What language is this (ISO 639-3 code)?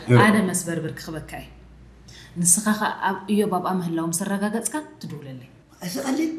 tir